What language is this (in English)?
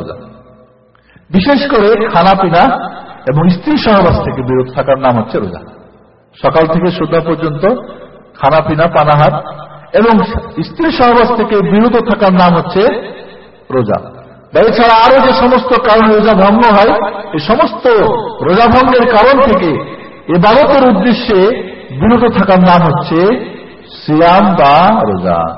Bangla